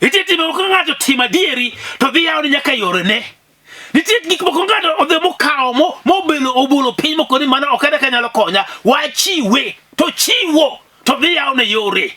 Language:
Luo (Kenya and Tanzania)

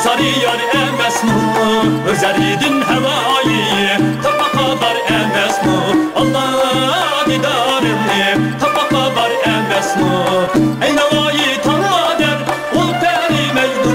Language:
Uyghur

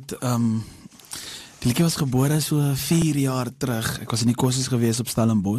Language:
Afrikaans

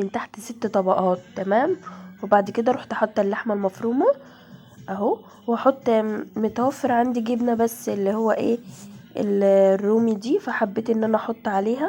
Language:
Egyptian Arabic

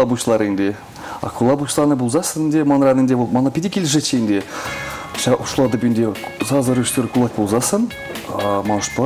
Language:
Chuvash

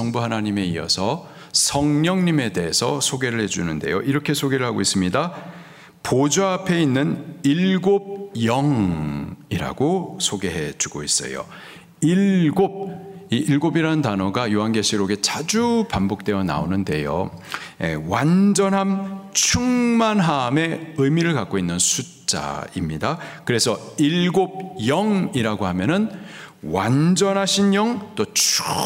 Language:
Korean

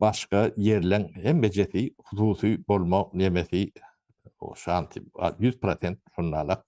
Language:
Turkmen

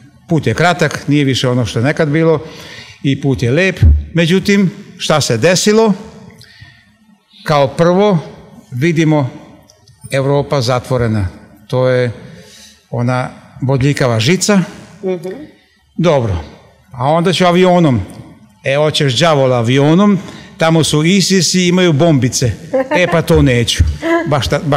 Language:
Serbian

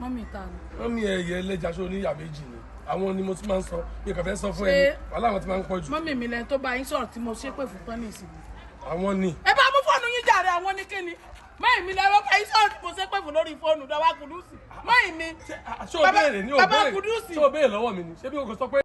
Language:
Yoruba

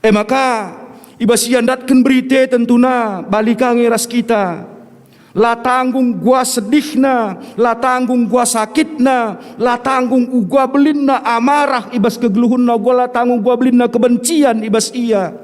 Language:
Batak Karo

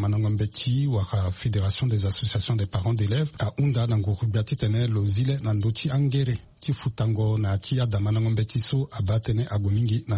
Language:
Sango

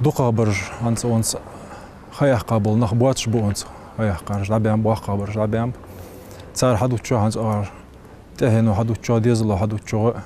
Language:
Ingush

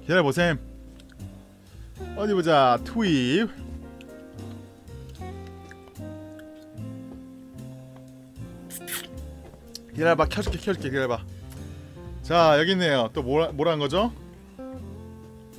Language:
Korean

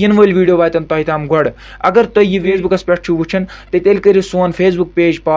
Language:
Kashmiri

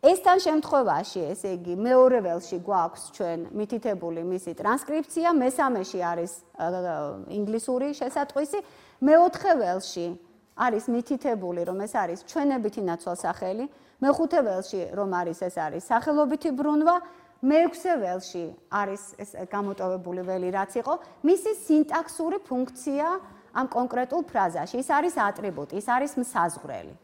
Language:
Georgian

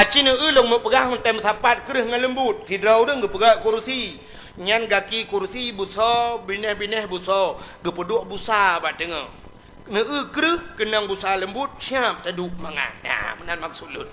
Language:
Achinese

